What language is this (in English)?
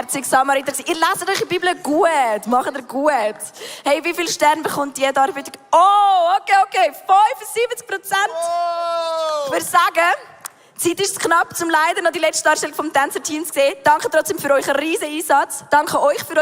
Swiss German